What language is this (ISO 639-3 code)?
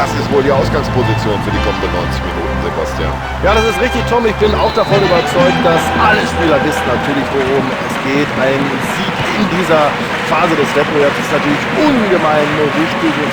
bar